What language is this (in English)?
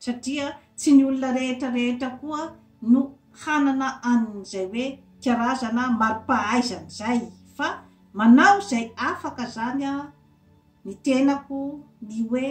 Malagasy